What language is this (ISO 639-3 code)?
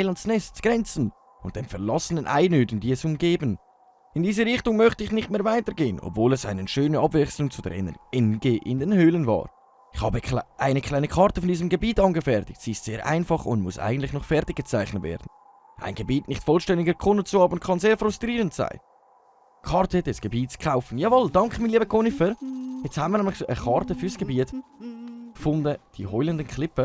gsw